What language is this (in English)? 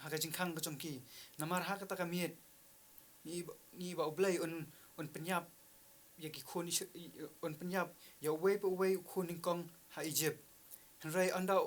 Khasi